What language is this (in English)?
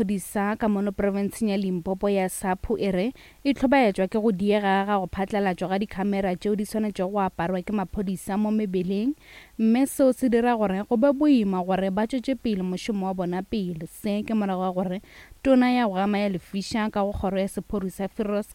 Northern Sotho